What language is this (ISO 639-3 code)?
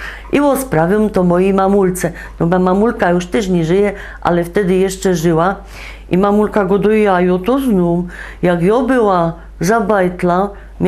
szl